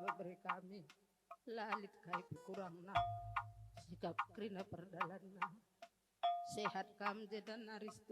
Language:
Batak Karo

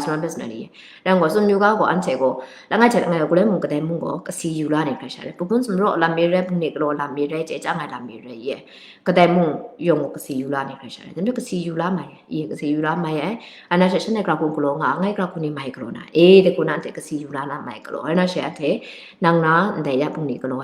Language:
Kachin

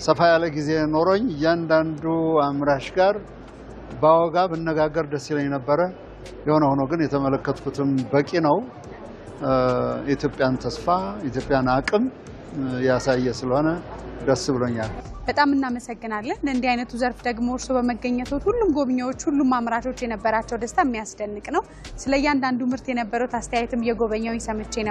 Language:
Amharic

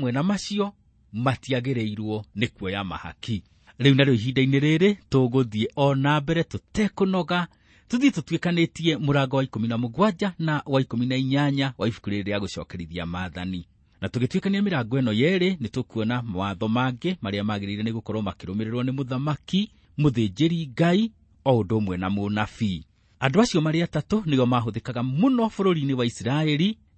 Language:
Kikuyu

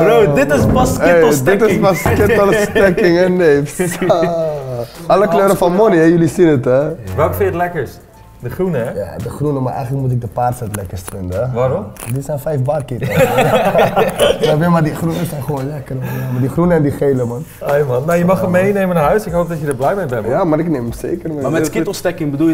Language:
Dutch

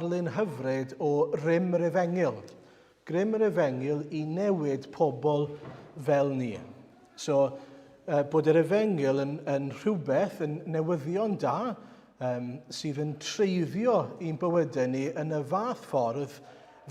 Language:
Welsh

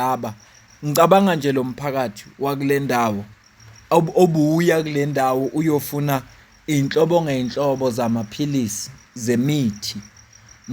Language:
Zulu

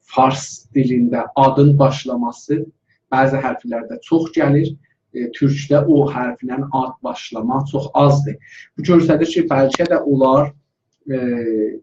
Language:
South Azerbaijani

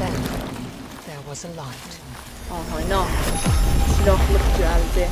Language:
South Azerbaijani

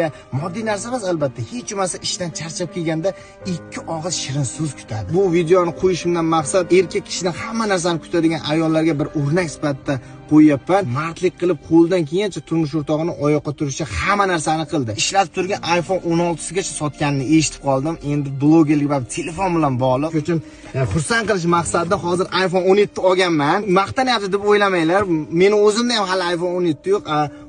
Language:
Uzbek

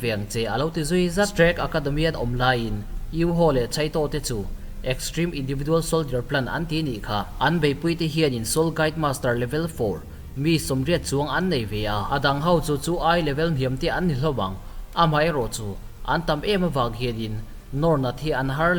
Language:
Mizo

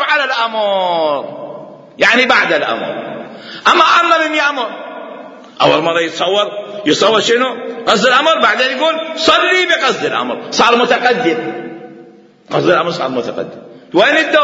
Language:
Mesopotamian Arabic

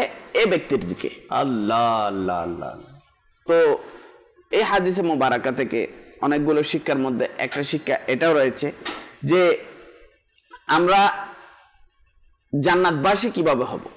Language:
Bangla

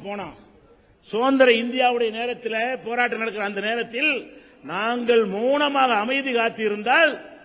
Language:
Tamil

